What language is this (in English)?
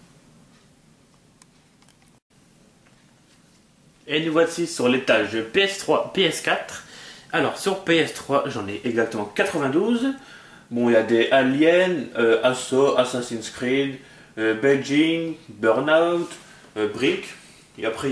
French